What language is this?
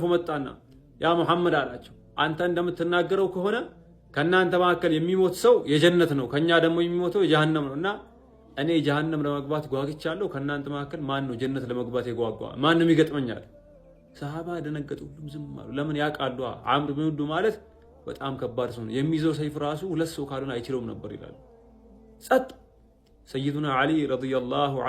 Amharic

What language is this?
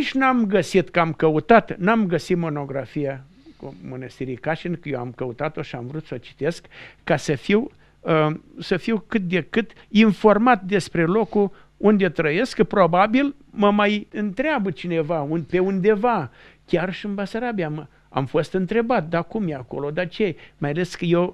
Romanian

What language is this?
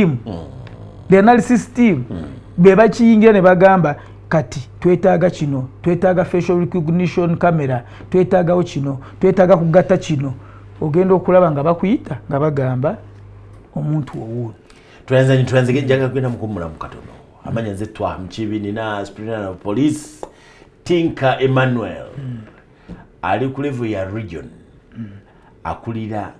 Ganda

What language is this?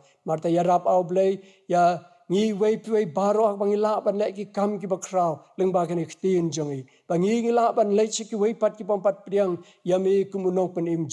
Khasi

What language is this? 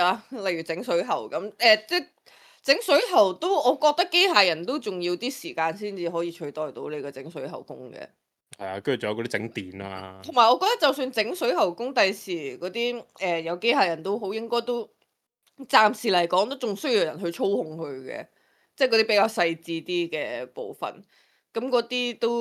Cantonese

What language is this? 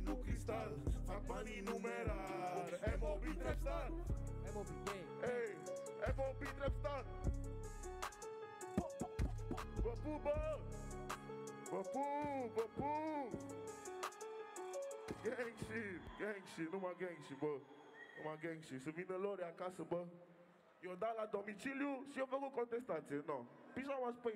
Romanian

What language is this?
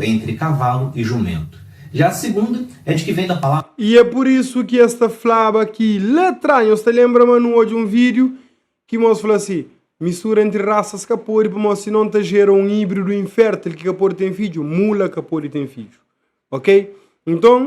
Kabuverdianu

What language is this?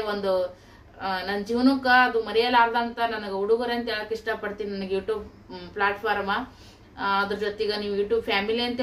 Kannada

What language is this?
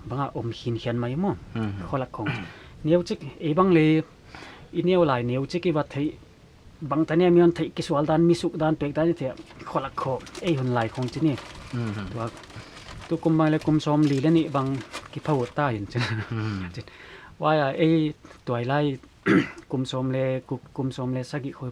Paite Chin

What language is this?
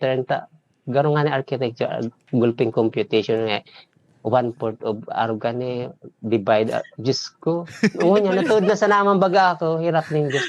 Bikol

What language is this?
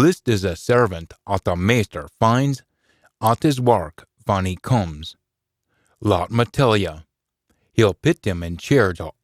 Scots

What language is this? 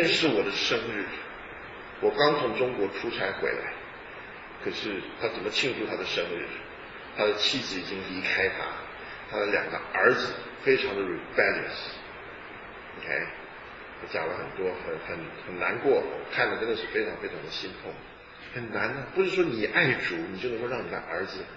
Chinese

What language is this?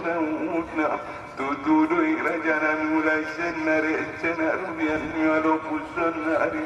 Batak Angkola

